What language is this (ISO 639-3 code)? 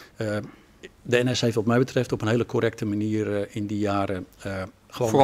nld